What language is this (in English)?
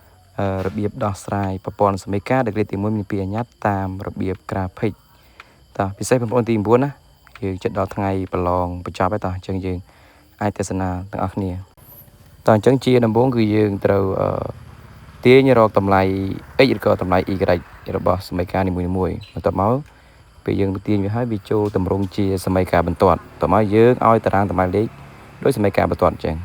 Khmer